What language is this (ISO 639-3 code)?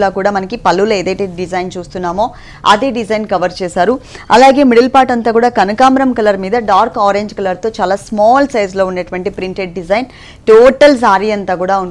tel